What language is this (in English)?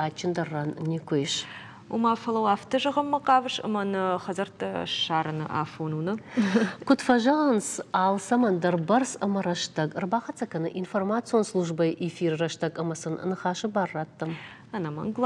Ossetic